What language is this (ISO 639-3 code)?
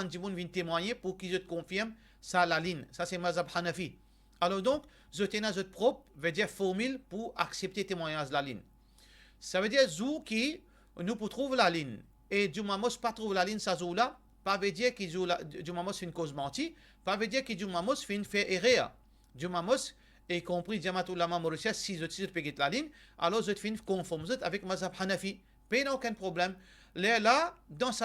mfe